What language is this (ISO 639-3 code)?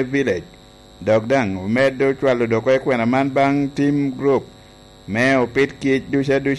laj